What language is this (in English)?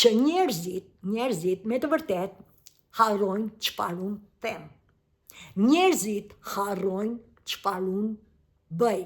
Albanian